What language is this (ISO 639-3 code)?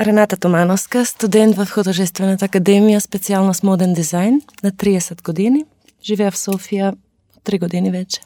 mkd